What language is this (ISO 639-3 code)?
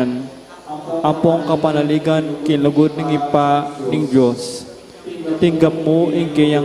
pam